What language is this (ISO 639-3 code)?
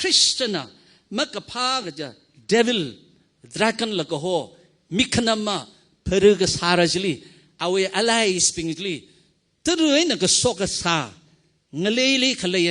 nmf